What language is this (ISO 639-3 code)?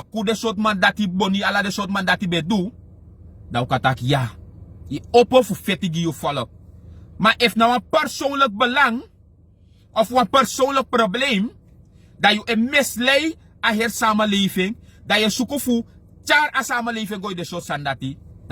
srn